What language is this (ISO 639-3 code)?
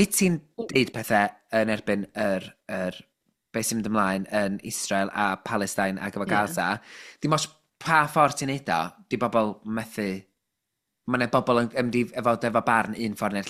cym